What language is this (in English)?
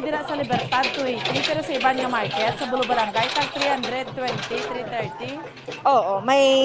Hiligaynon